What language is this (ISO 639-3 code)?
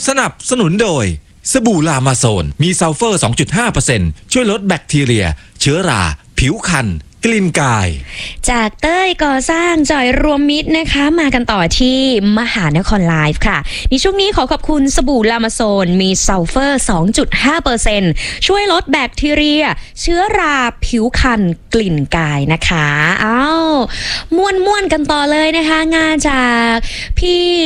tha